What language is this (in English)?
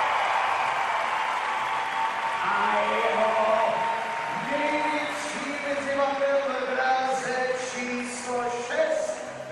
Czech